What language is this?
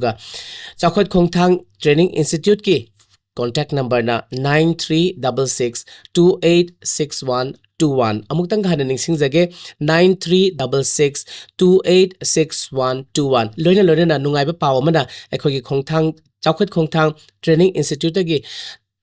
Manipuri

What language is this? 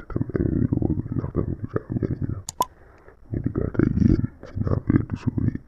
Wolof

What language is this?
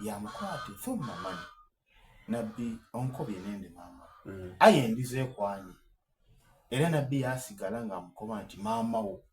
Soga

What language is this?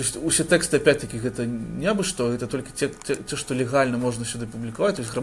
Belarusian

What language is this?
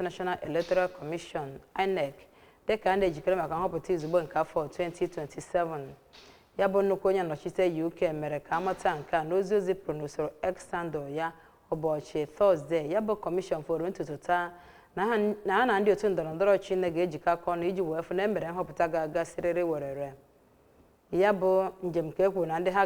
Igbo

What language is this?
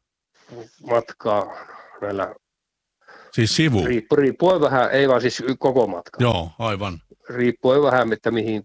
Finnish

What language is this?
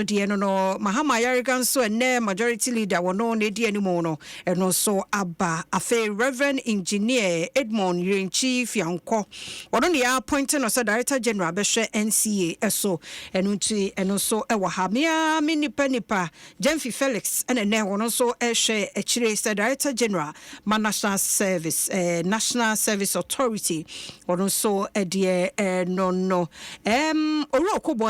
Akan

